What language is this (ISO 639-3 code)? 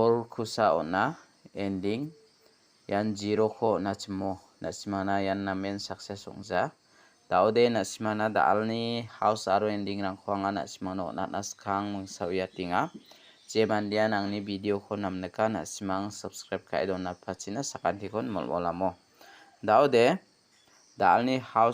grt